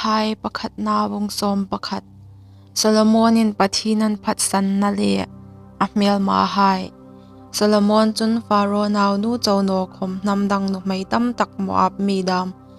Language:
Hmar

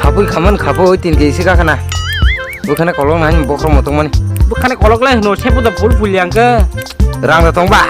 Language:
Kok Borok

